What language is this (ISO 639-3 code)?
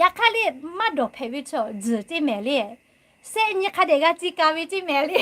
lhu